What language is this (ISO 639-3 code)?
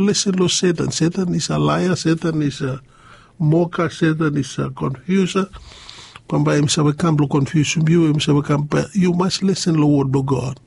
bis